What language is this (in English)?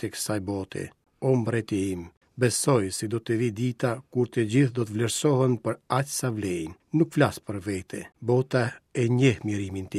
Albanian